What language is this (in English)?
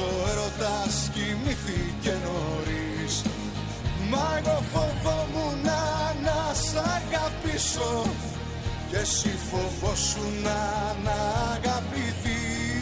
Greek